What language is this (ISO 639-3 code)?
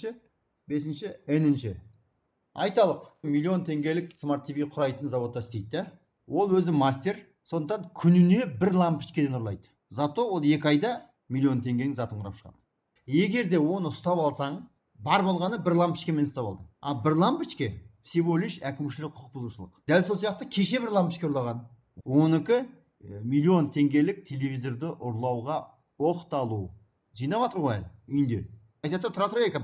kaz